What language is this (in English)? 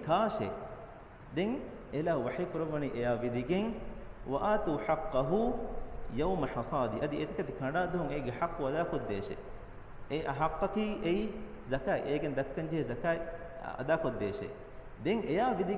Divehi